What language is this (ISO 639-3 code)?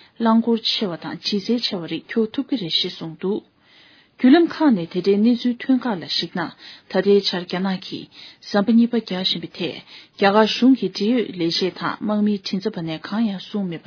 bod